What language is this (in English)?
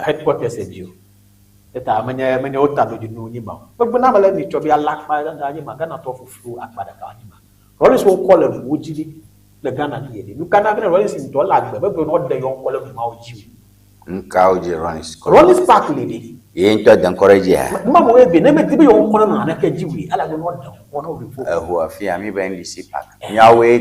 Ewe